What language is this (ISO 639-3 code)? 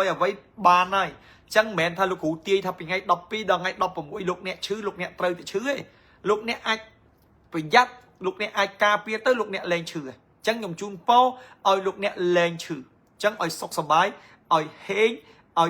khm